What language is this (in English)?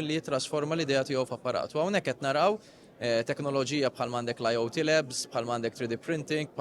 Maltese